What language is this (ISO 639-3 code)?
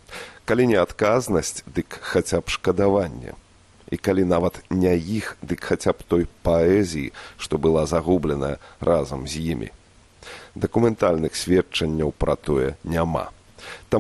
bel